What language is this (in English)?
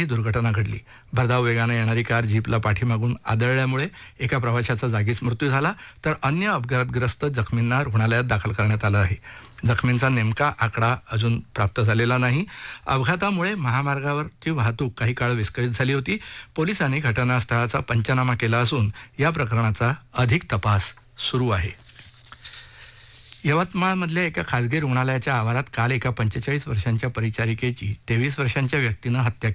Marathi